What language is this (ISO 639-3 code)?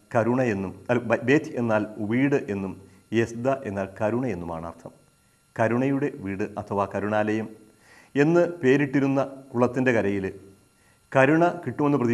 mal